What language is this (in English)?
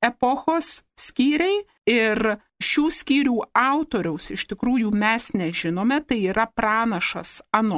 Lithuanian